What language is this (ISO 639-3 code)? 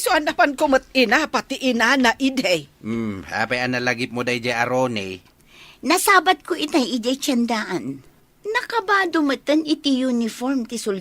ilo